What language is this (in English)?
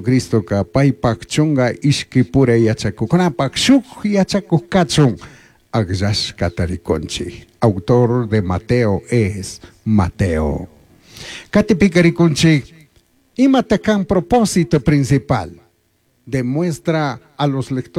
Chimborazo Highland Quichua